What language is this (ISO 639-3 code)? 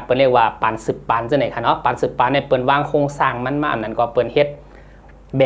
shn